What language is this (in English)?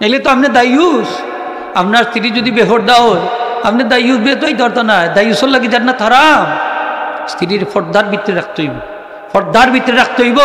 Sylheti